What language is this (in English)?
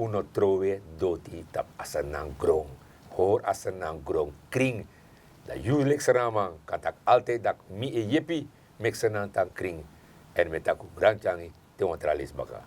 Sranan Tongo